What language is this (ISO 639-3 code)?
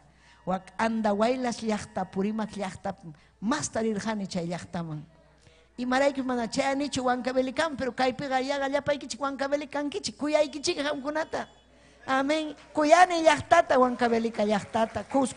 quy